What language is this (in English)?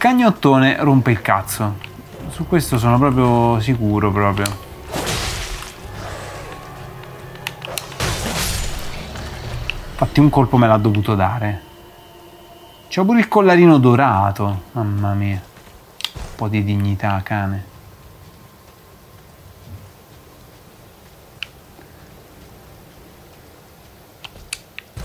Italian